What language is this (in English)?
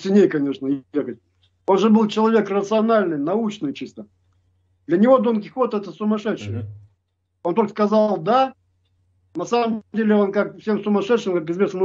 Russian